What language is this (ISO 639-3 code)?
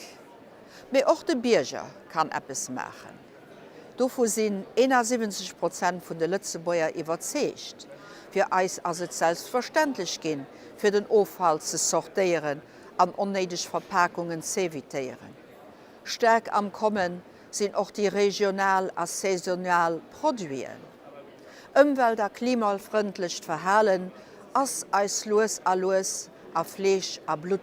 ltz